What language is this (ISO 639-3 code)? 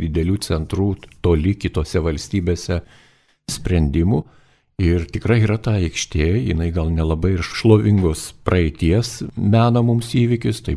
lit